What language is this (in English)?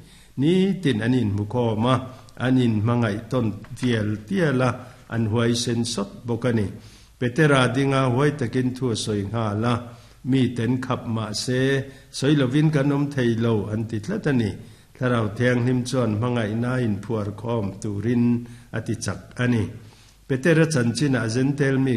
Mizo